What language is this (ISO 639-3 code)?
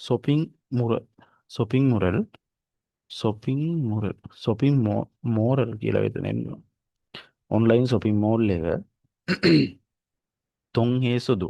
sin